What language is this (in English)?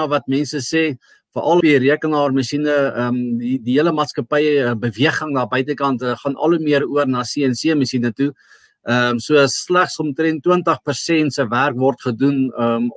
Afrikaans